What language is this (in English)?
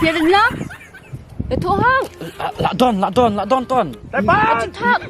Khasi